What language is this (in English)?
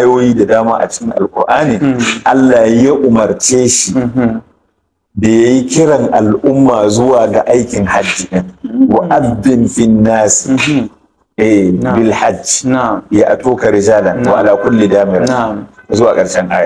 Hausa